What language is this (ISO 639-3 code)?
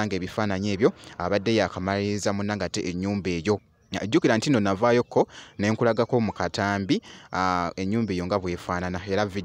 lug